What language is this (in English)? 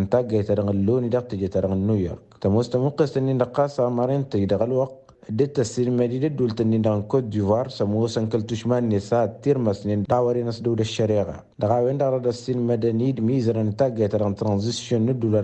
Tamasheq